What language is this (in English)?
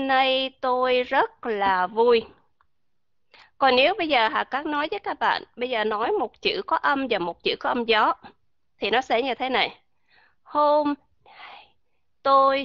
Vietnamese